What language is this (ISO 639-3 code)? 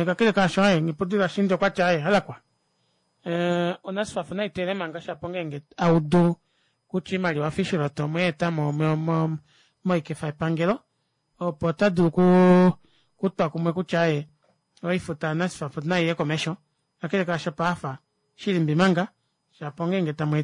kua